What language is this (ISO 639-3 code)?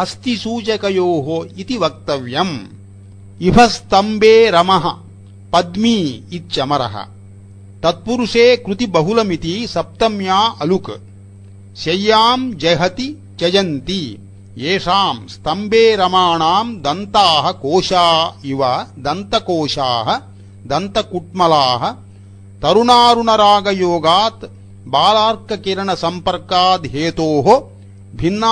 san